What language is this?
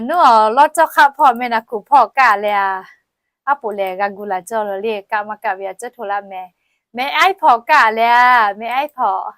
Lahu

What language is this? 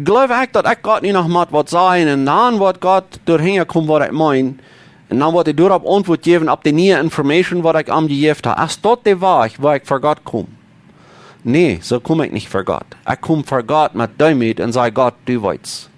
Plautdietsch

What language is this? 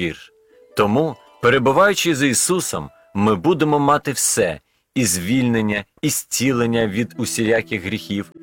Ukrainian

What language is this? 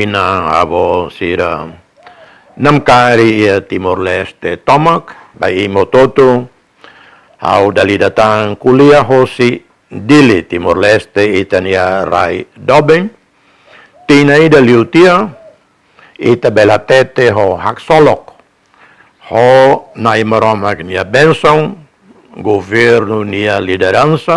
Tetum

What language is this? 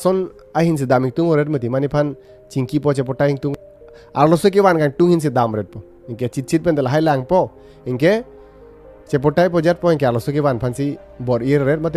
Karbi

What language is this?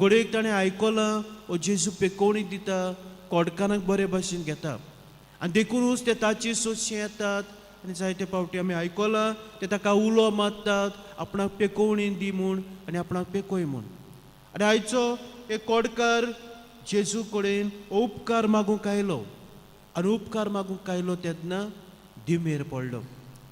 Konkani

